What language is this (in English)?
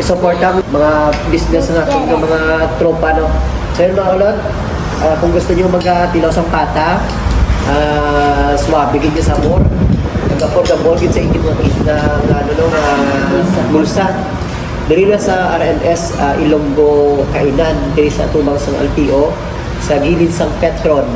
Hiligaynon